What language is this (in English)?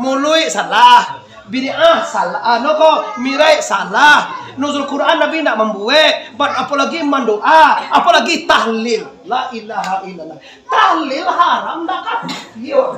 Minangkabau